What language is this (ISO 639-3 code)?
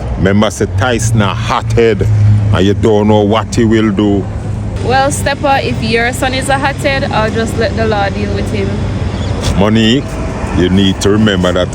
jam